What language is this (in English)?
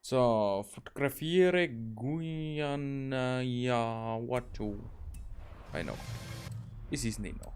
Bavarian